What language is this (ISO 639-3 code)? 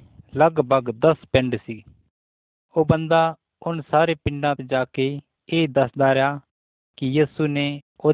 pan